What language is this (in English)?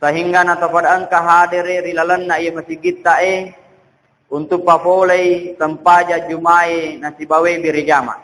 Buginese